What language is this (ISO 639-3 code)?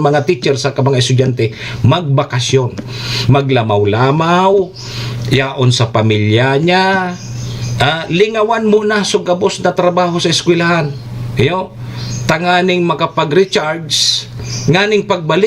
bik